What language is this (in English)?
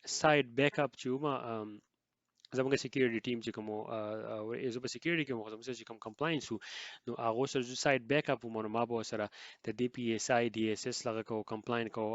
Pashto